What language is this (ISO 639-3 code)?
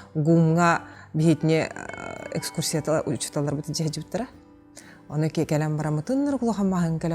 sah